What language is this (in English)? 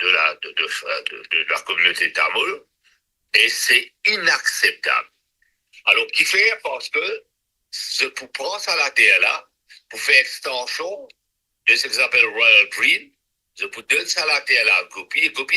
Morisyen